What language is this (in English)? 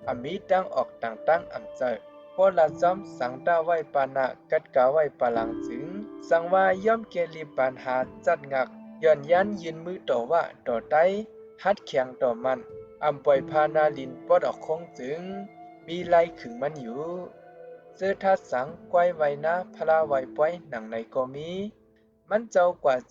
Shan